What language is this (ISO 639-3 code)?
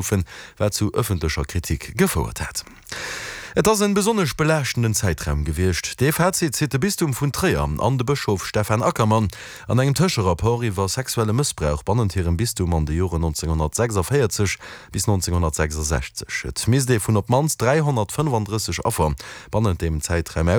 ltz